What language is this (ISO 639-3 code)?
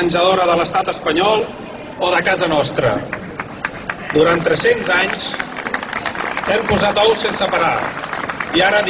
cat